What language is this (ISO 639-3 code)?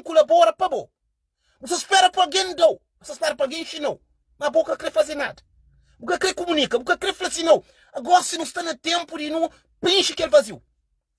kea